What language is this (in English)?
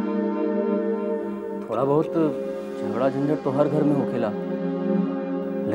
Bhojpuri